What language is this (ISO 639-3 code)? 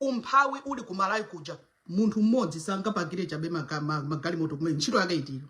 nya